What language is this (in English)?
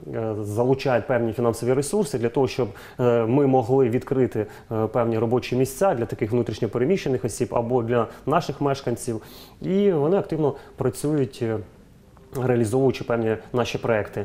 Ukrainian